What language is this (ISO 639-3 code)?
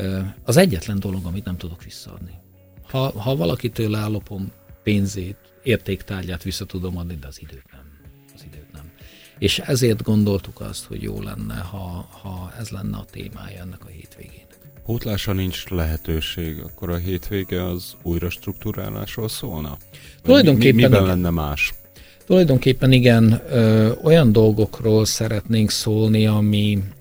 hun